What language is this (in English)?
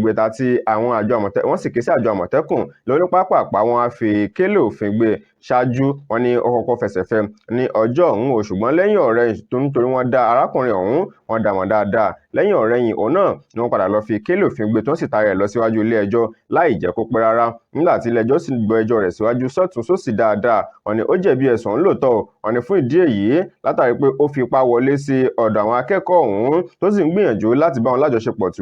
Yoruba